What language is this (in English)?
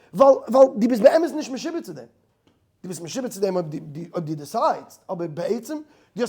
Yiddish